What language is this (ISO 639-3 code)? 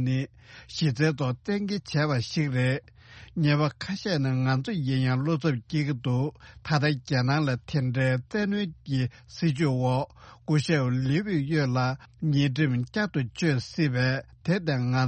bod